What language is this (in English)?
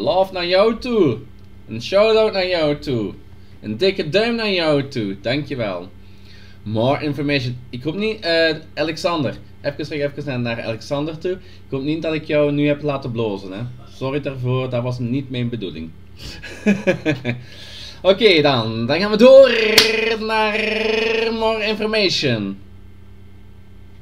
Dutch